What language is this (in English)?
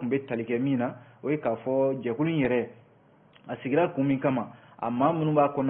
Bambara